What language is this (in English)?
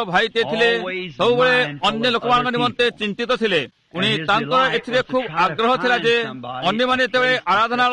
Odia